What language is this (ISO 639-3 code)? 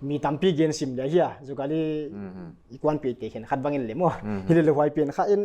pck